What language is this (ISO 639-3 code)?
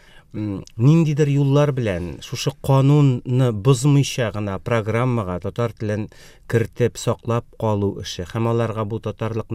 tat